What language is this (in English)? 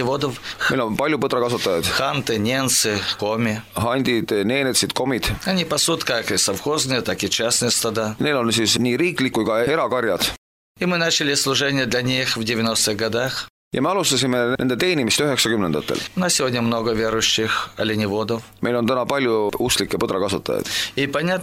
Estonian